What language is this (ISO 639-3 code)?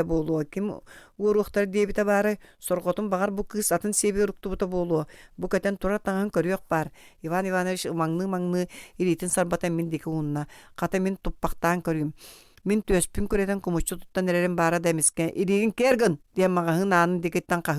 sah